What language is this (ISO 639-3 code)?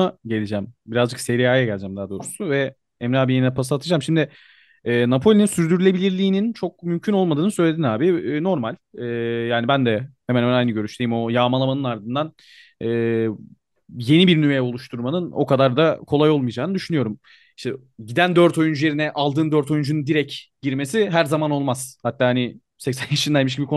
tur